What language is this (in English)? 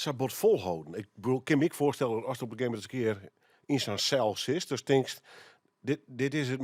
Western Frisian